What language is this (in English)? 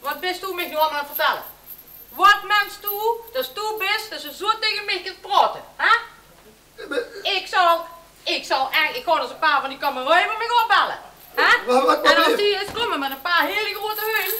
Limburgish